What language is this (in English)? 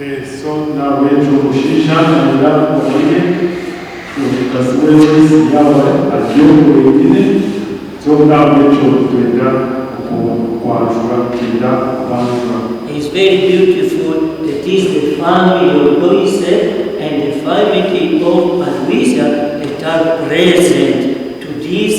Nyankole